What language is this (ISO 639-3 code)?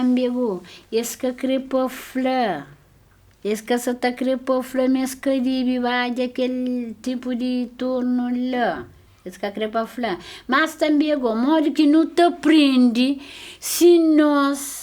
kea